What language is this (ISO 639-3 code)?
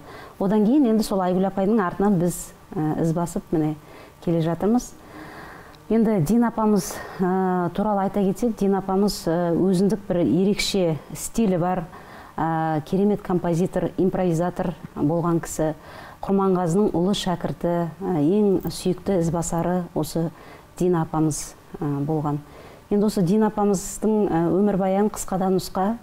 kaz